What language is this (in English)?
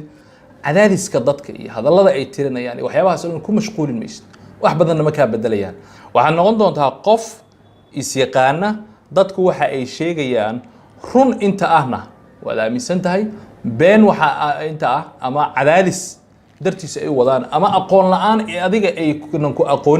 Somali